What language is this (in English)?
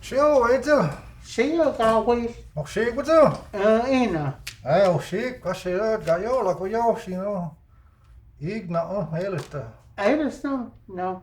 Cherokee